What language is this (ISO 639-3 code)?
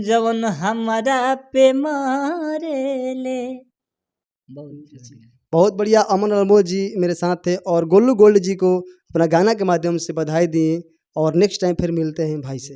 bho